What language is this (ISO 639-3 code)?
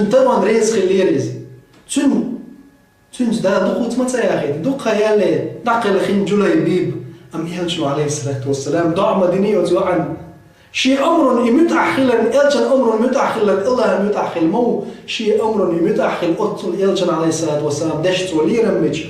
che